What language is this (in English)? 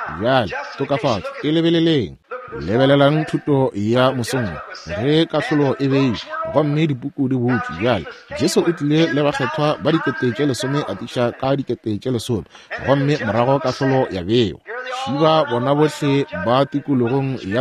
Northern Sotho